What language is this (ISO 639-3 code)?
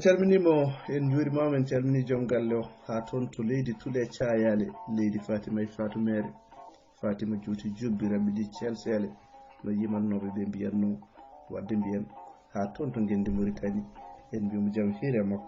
ful